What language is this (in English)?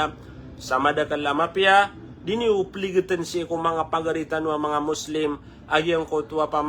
Maranao